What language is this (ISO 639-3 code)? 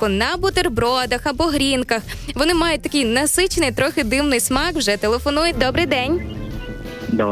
ukr